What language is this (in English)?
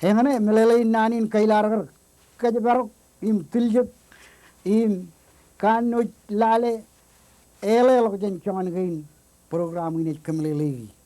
Marshallese